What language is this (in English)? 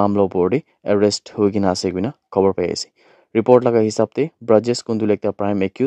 Naga Pidgin